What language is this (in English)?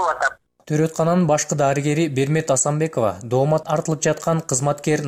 Kyrgyz